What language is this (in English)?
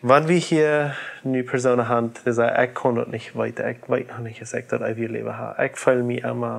Plautdietsch